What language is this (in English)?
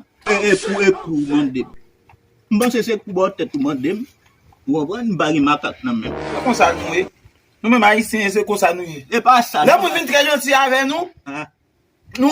Haitian Creole